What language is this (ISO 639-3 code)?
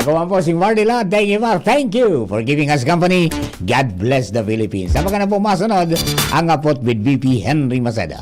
bik